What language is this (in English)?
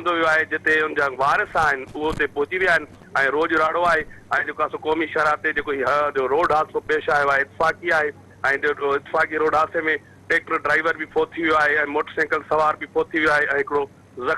Sindhi